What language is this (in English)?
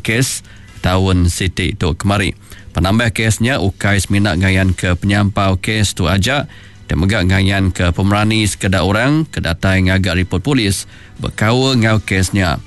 Iban